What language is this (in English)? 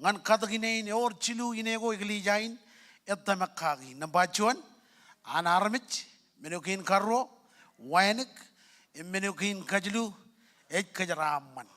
Marshallese